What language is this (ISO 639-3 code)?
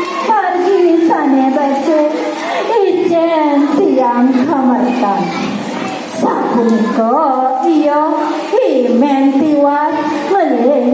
ban